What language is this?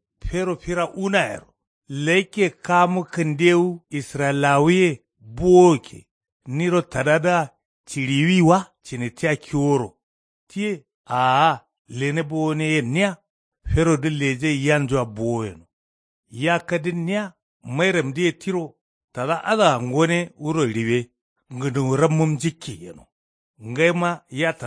Kanuri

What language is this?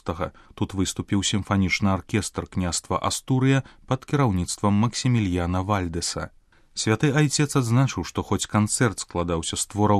Belarusian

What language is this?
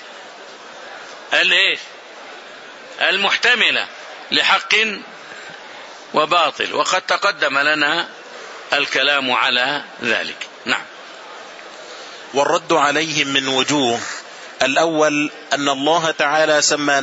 Arabic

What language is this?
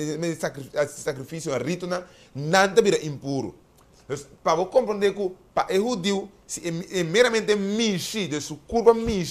Papiamento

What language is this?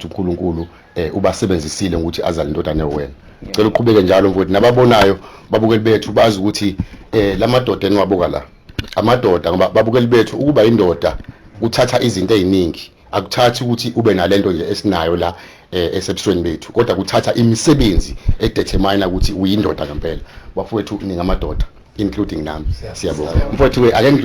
Zulu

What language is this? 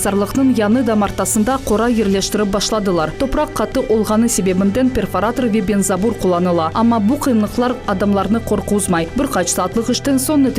Crimean Tatar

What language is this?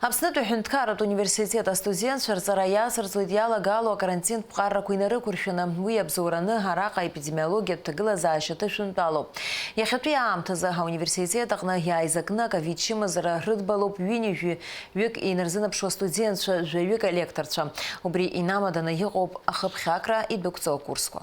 Abkhazian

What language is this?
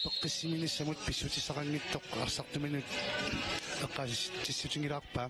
Kalaallisut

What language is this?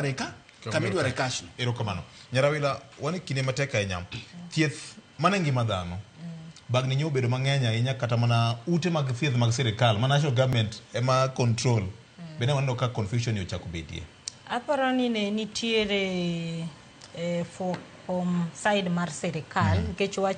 Luo (Kenya and Tanzania)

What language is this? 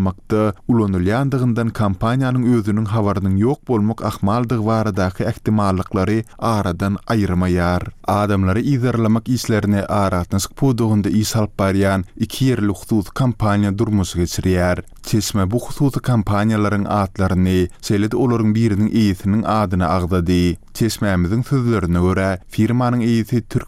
Turkmen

